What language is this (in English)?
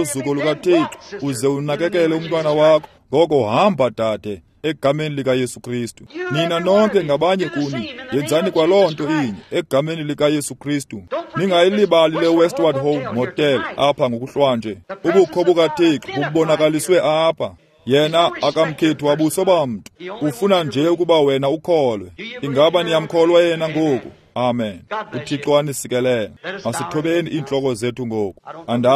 Xhosa